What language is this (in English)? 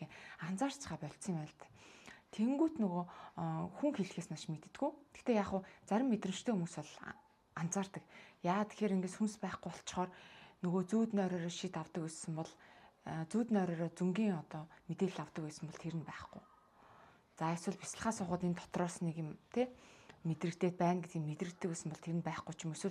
Mongolian